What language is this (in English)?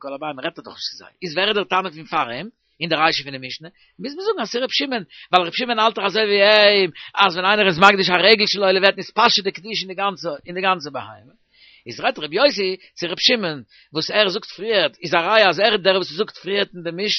Yiddish